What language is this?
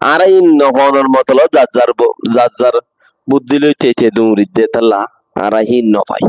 Rohingya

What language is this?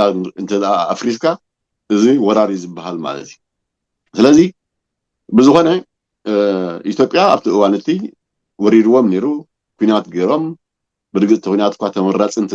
Tigrinya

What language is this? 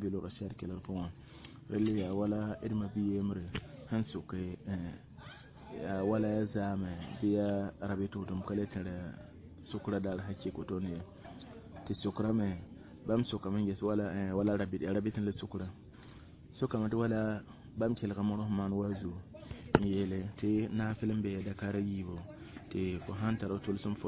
Mossi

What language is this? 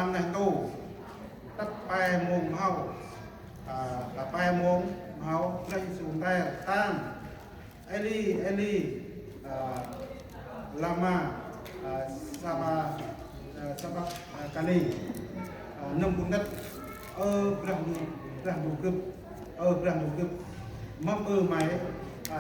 Central Mnong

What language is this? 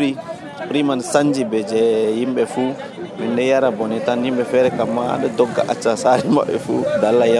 Nigerian Fulfulde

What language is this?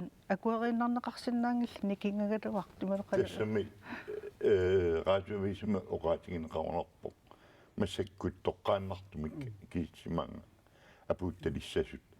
Kalaallisut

